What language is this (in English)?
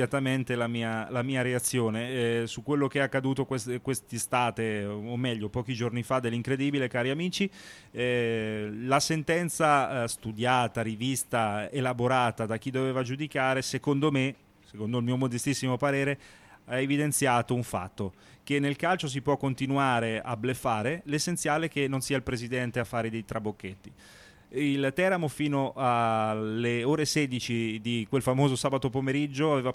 Italian